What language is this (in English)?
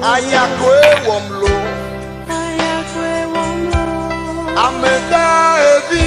Ewe